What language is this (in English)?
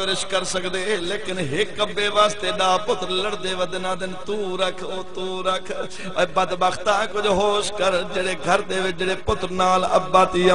Saraiki